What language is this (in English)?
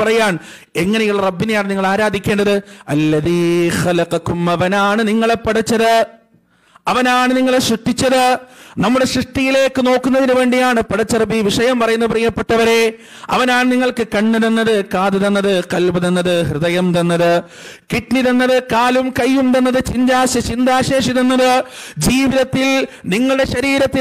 Malayalam